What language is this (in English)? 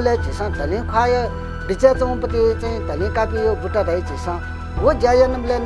Newari